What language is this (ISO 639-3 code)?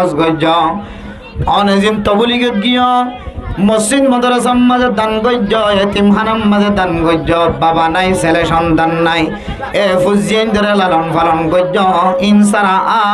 rhg